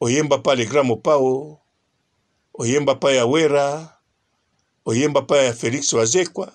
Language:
Lingala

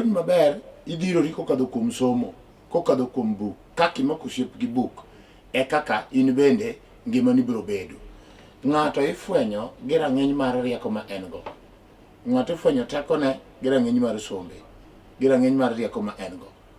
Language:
Luo (Kenya and Tanzania)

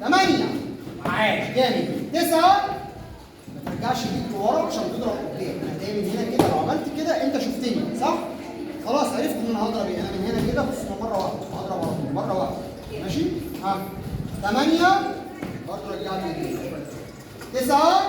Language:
Egyptian Arabic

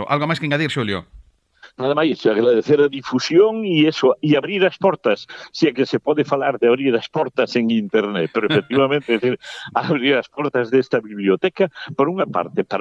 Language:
Galician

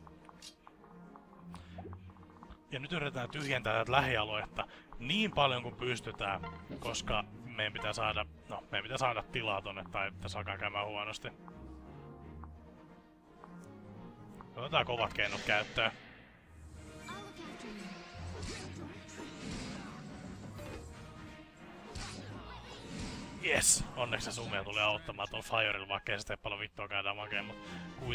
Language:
Finnish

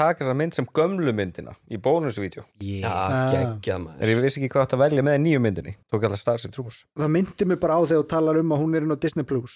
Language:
Icelandic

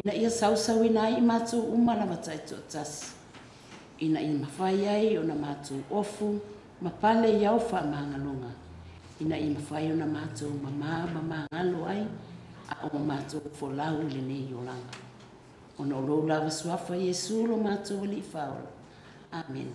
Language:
Samoan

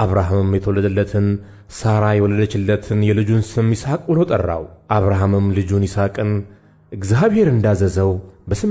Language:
Amharic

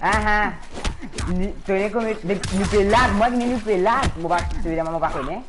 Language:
Morisyen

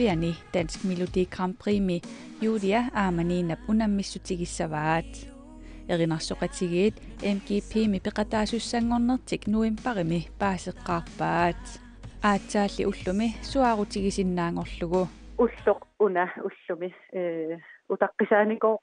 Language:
Kalaallisut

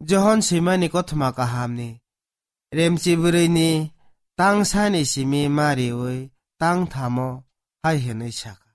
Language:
Kok Borok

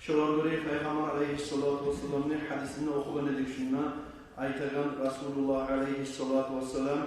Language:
Kumyk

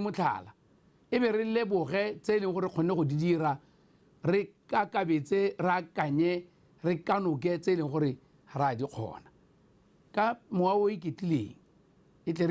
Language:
Tswana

